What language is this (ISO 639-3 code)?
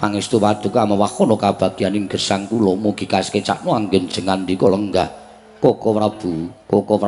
jav